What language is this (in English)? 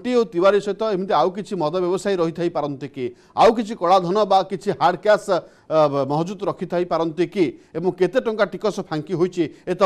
Odia